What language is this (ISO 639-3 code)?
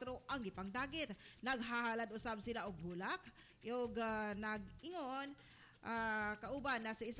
ceb